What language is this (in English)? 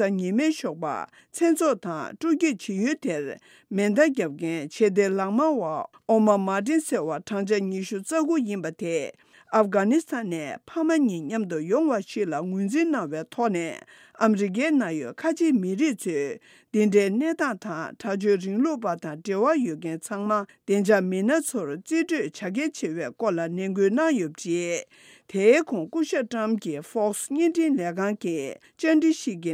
Tibetan